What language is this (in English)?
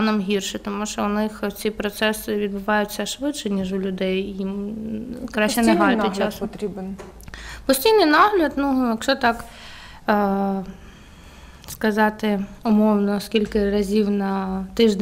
Ukrainian